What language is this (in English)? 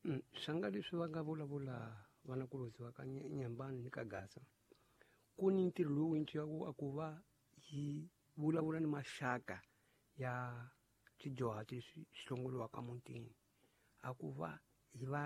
Tsonga